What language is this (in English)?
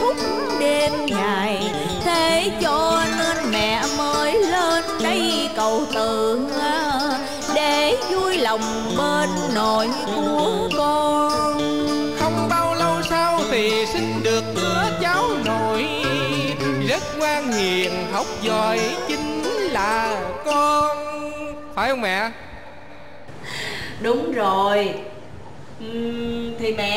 Vietnamese